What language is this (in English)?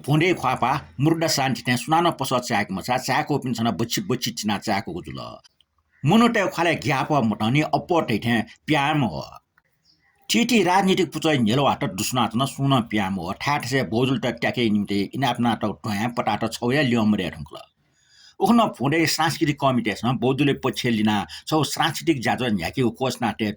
Newari